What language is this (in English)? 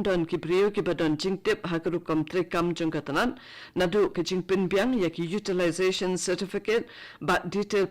Khasi